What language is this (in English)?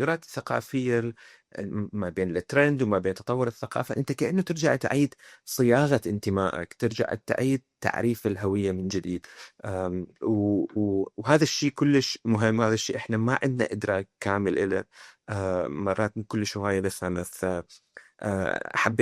Mesopotamian Arabic